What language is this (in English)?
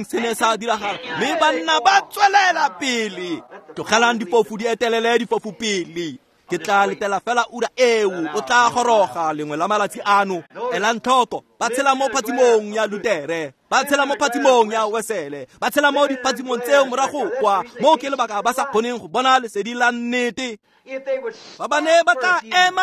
Tswana